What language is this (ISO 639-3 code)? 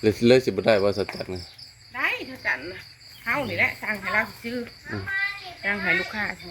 tts